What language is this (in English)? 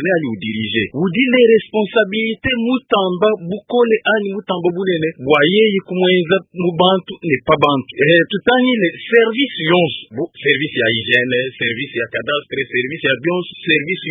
Luba-Lulua